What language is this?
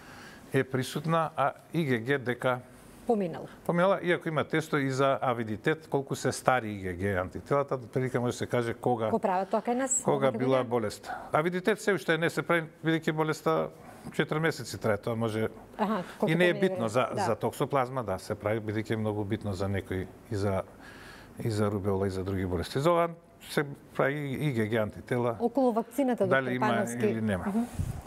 Macedonian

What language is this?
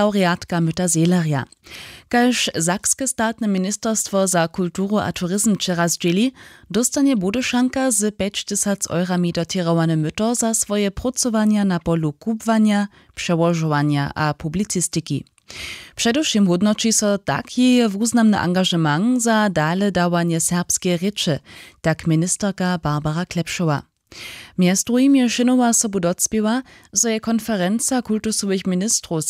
Upper Sorbian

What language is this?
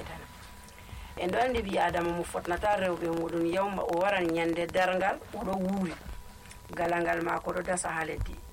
Nigerian Fulfulde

